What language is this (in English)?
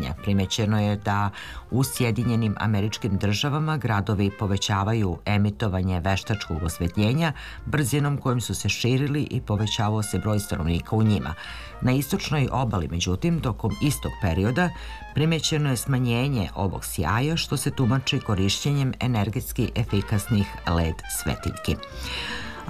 Serbian